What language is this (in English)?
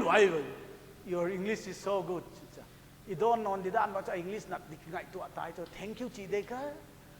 Paite Chin